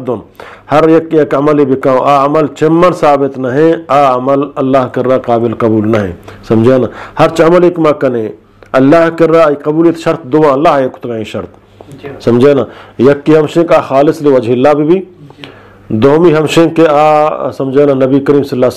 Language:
Eastern Balochi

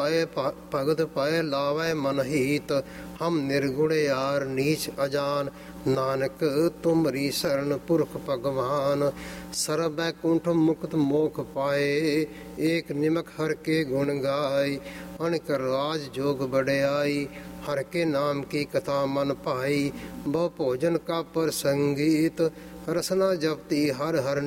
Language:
Punjabi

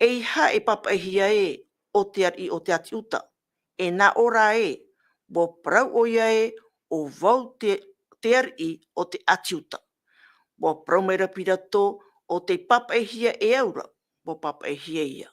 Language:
Tahitian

